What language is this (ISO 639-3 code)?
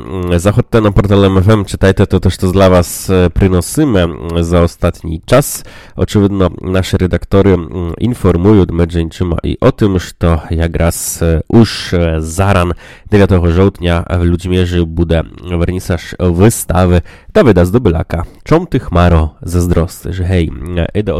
rue